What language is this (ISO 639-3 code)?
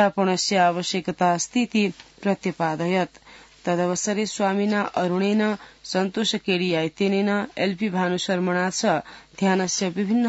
san